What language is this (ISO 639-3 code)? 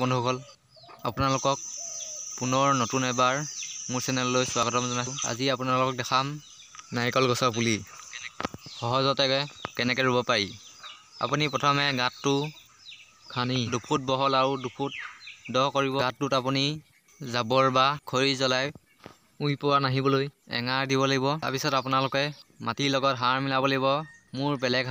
asm